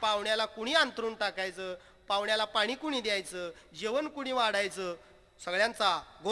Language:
Marathi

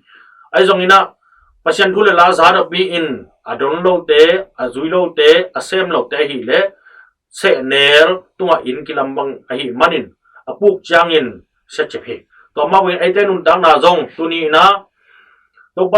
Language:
Tedim Chin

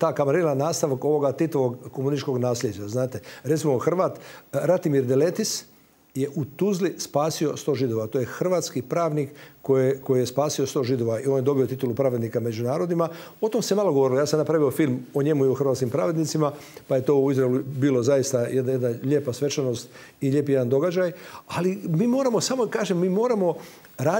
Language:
Croatian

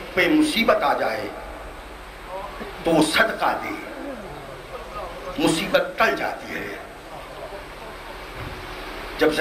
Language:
Urdu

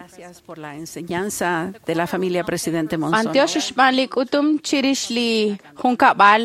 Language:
Kekchí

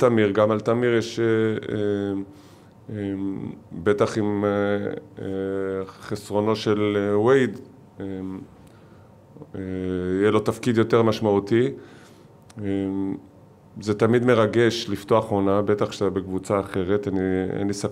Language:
Hebrew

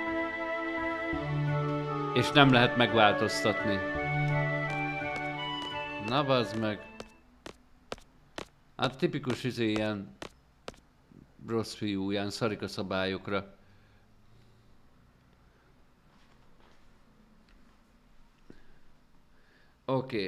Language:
Hungarian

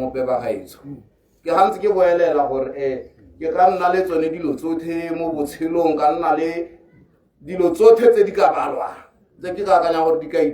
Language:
Tswana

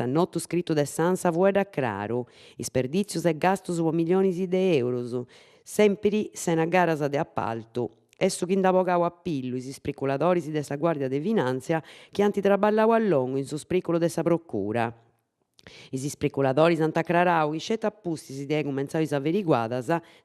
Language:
Sardinian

